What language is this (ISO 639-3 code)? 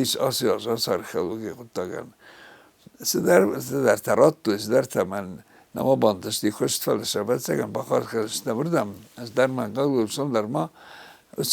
oss